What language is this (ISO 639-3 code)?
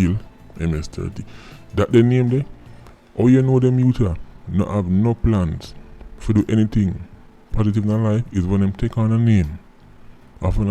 jam